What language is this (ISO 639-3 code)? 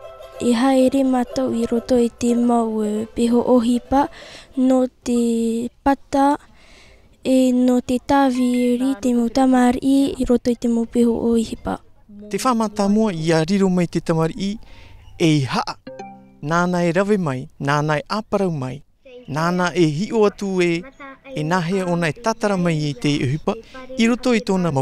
tah